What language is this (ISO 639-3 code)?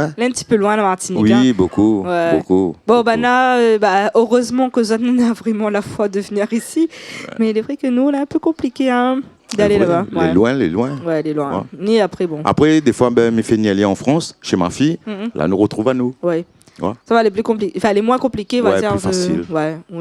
rcf